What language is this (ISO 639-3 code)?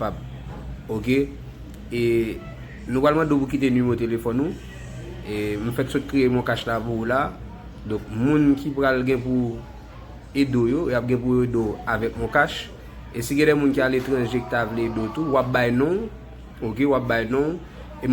hat